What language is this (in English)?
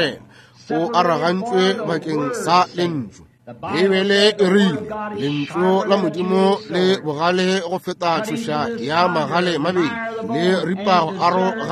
Northern Sotho